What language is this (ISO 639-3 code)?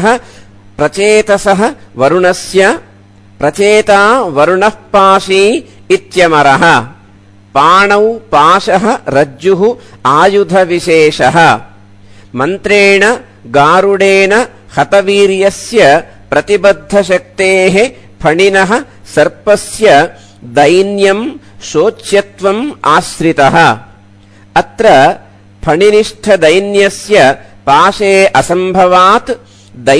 san